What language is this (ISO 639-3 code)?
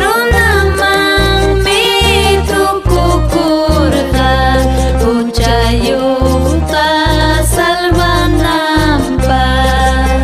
quy